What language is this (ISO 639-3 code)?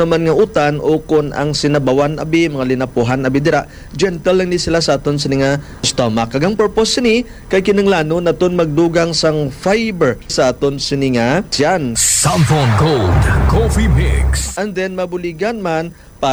hil